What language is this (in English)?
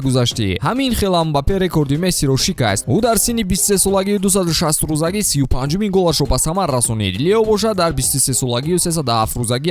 Tajik